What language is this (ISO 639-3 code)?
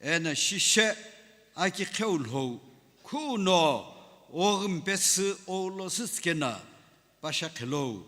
nsm